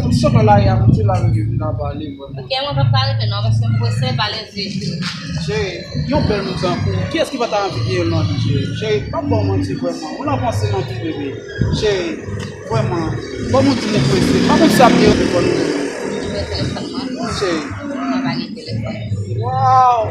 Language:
Haitian Creole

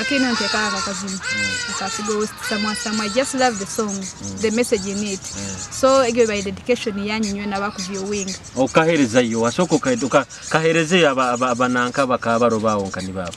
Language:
Nyoro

